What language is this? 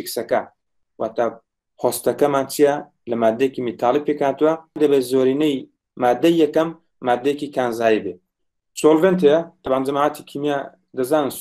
Central Kurdish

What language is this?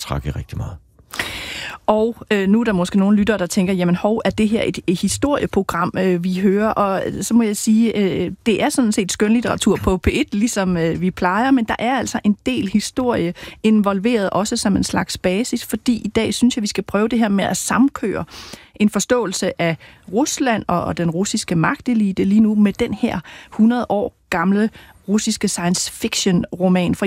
Danish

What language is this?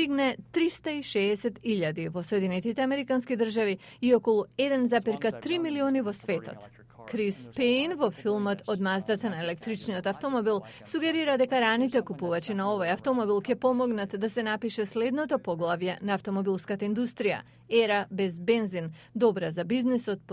Macedonian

